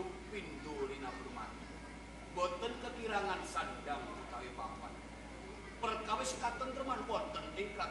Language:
Javanese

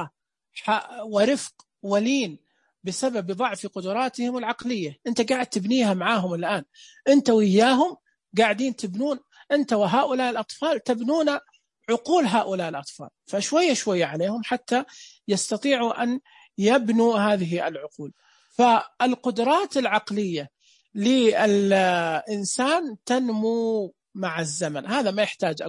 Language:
Najdi Arabic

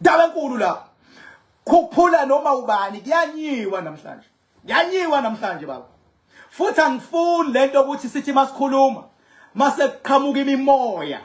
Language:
Zulu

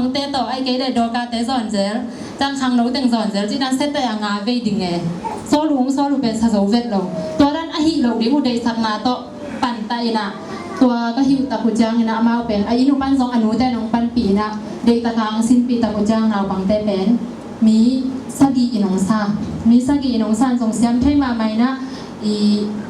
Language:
Tedim Chin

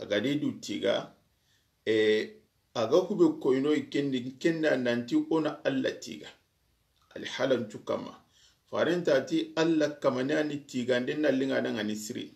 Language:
Soninke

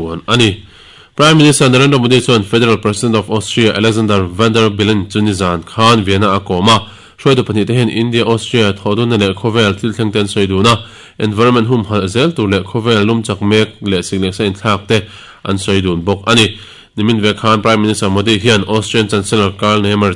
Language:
Mizo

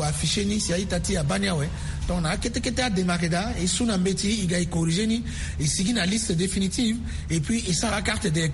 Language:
Sango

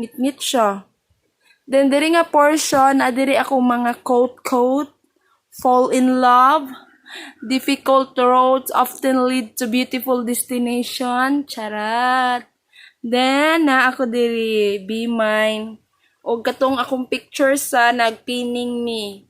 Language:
Cebuano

